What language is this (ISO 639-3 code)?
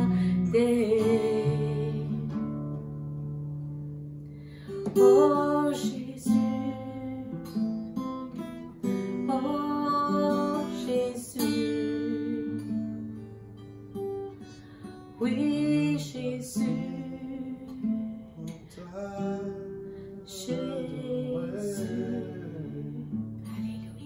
fra